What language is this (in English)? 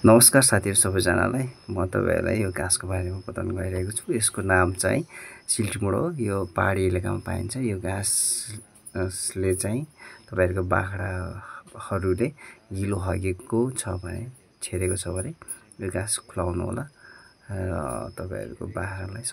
Nepali